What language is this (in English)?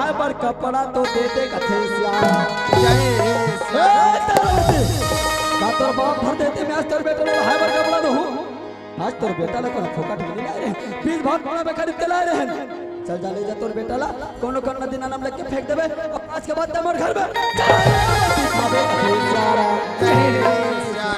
Chhattisgarhi